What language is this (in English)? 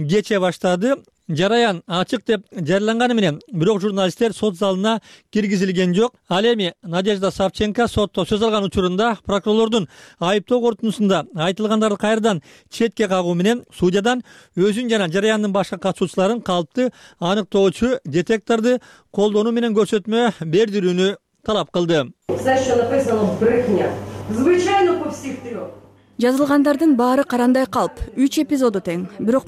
Kyrgyz